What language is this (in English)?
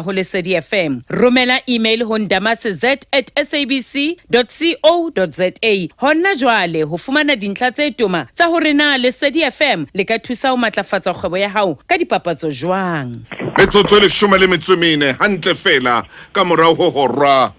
Southern Sotho